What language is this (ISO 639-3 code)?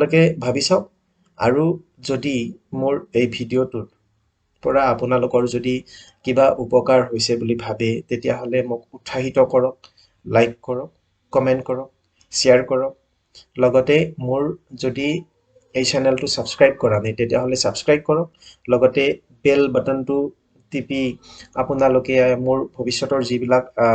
asm